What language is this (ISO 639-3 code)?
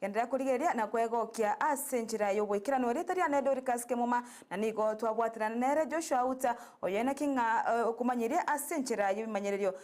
guz